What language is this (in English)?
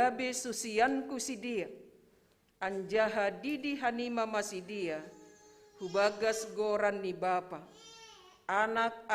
Batak Simalungun